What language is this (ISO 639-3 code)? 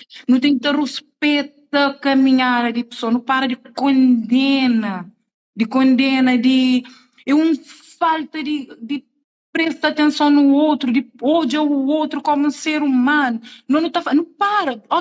kea